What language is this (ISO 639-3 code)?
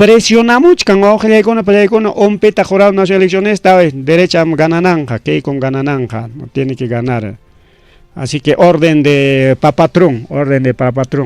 quy